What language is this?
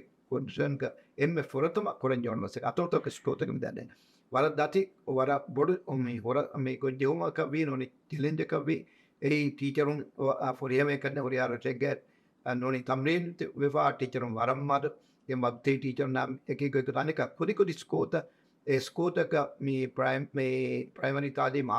Divehi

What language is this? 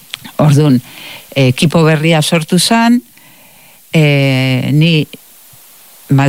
Basque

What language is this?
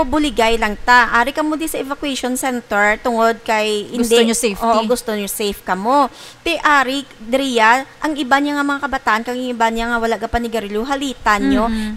Hiligaynon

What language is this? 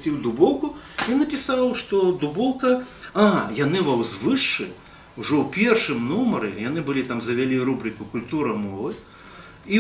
Belarusian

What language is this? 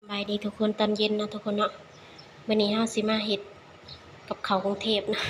Lao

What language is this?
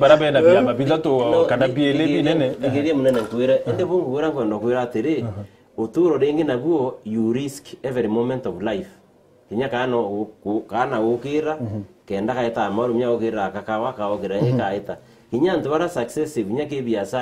Meru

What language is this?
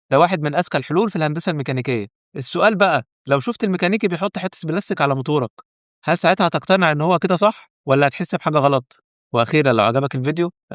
Egyptian Arabic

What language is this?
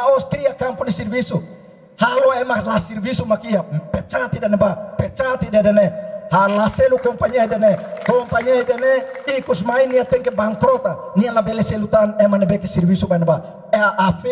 Tetum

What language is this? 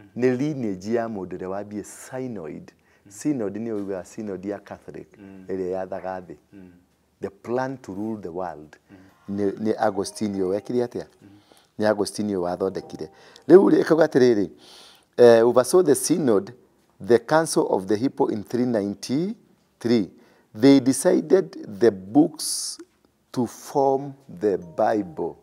Kikuyu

